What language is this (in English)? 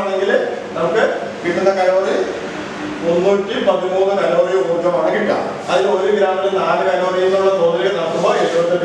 Malayalam